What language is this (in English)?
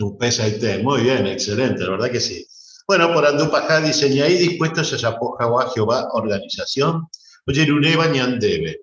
Guarani